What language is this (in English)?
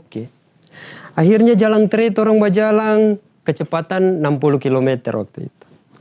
Manado Malay